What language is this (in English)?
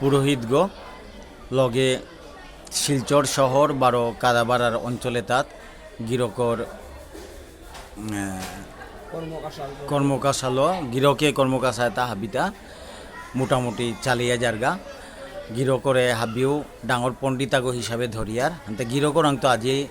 Bishnupriya